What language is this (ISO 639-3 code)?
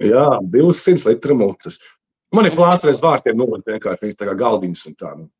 lav